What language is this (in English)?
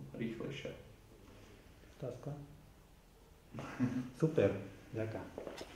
Slovak